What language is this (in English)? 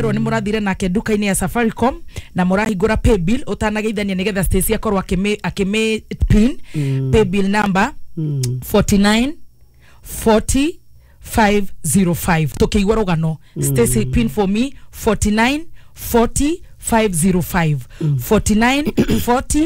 Kikuyu